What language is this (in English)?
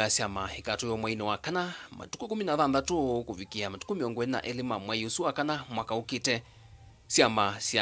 Kamba